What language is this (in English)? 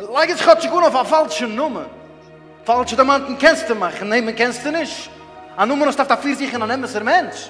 Yiddish